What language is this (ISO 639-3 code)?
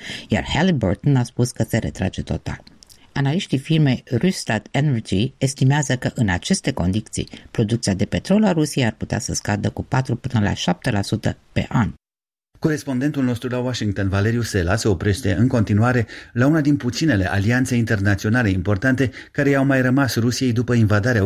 ron